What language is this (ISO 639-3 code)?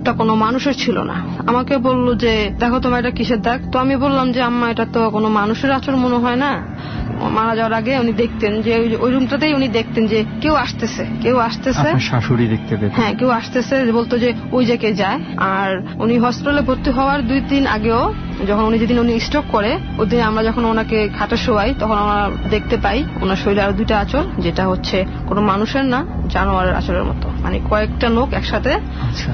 ben